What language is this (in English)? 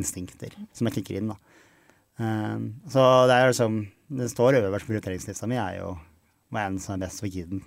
Norwegian